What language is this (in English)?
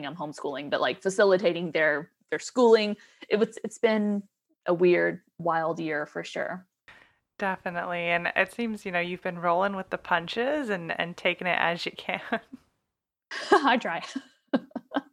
English